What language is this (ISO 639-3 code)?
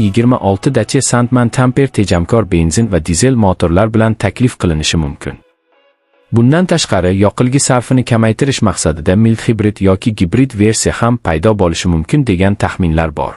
uzb